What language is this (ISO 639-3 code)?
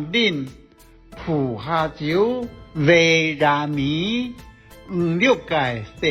hak